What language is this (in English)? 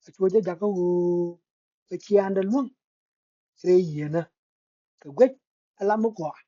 Nuer